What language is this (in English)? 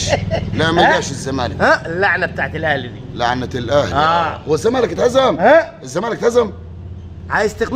Egyptian Arabic